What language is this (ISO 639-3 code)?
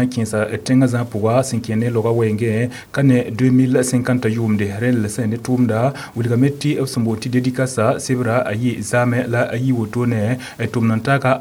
mos